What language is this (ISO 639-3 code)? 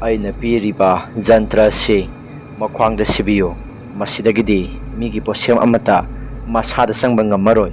mni